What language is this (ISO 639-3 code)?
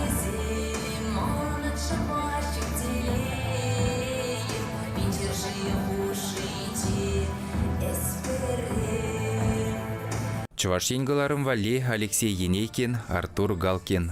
chv